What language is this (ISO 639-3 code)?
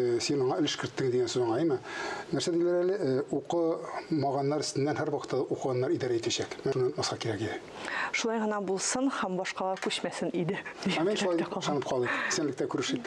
tat